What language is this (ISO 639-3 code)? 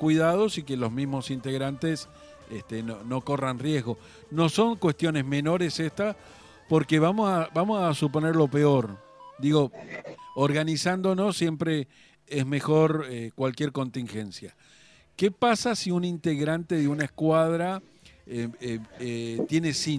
spa